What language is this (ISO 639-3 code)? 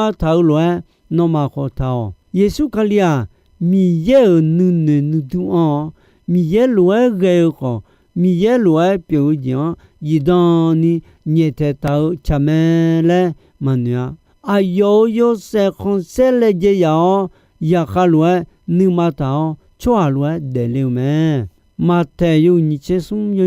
ahk